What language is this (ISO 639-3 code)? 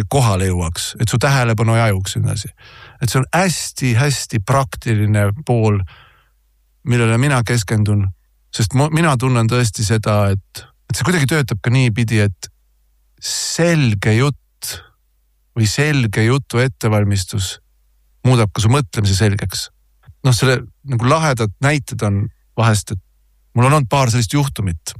est